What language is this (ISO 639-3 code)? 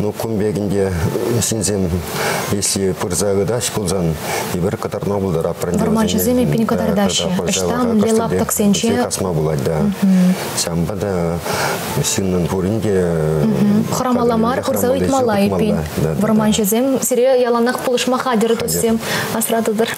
chv